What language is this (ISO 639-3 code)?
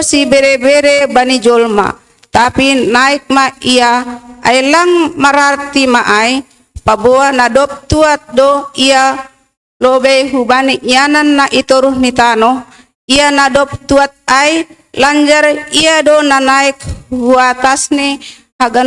bts